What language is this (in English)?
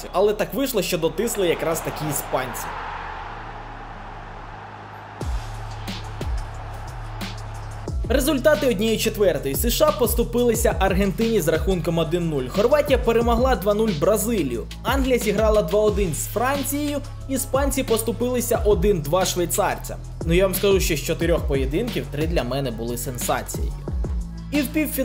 Ukrainian